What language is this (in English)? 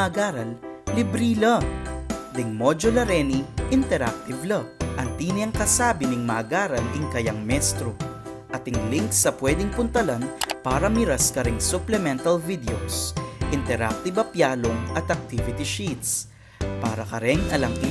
Pampanga